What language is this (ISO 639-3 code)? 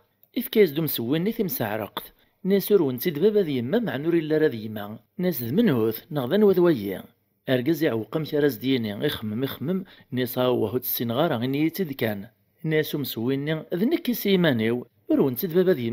kab